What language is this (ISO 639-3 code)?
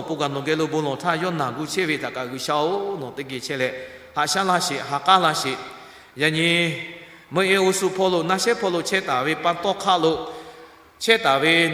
lhu